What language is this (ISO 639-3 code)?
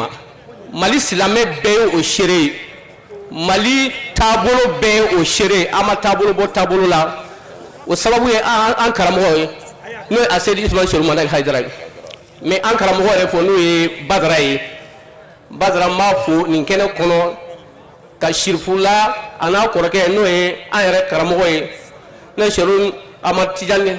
bam